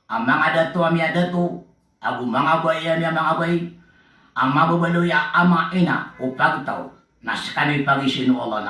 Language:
Maranao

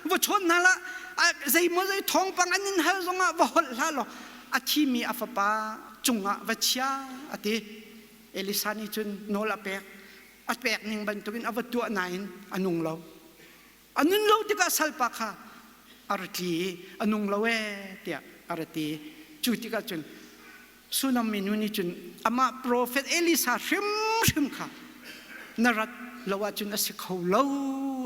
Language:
Hakha Chin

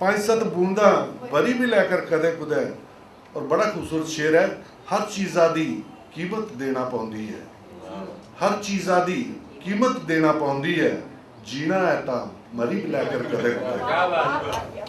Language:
Dogri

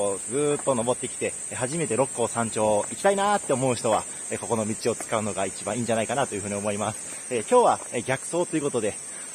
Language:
Japanese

